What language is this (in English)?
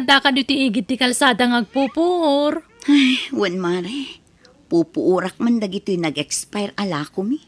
Iloko